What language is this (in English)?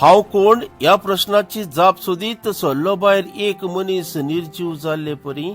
Konkani